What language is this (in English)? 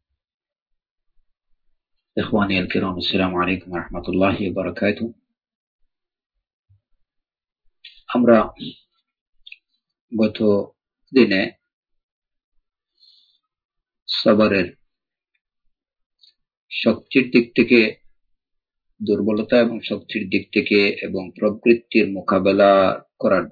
Bangla